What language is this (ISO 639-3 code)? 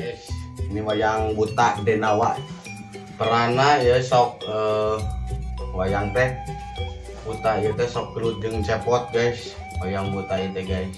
sun